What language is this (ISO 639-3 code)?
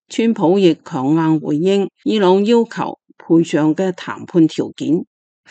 yue